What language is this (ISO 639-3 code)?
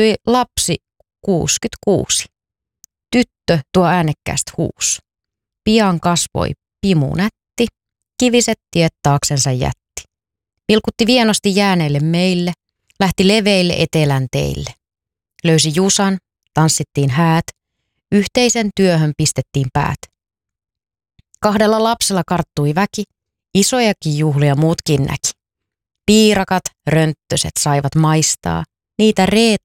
fin